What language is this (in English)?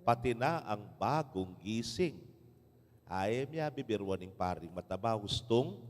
Pampanga